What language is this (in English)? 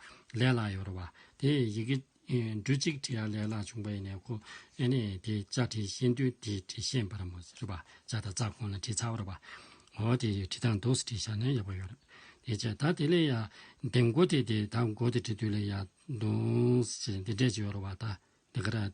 Tibetan